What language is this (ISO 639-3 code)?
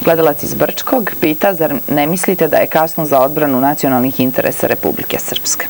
srp